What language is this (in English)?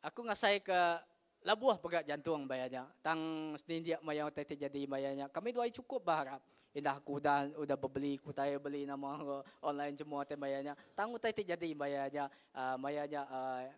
Iban